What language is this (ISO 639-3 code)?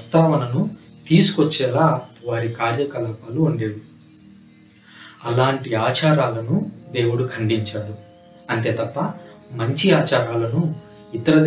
tel